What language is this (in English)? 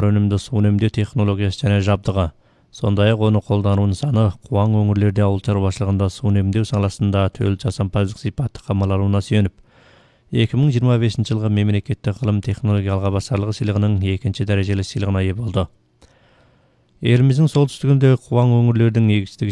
Kazakh